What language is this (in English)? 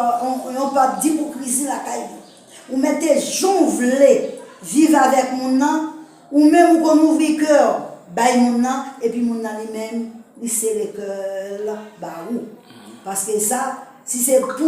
Haitian Creole